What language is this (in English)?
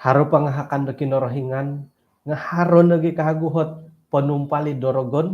Central Dusun